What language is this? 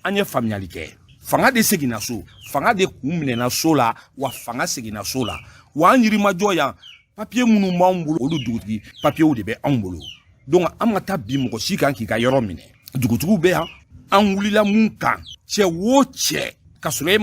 Bambara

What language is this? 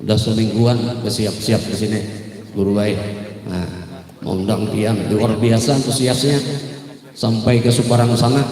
Banjar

